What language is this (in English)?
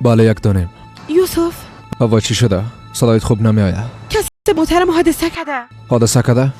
Persian